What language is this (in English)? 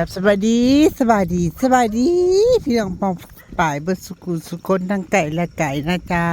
Northeastern Thai